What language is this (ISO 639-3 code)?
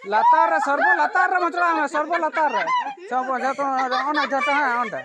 sat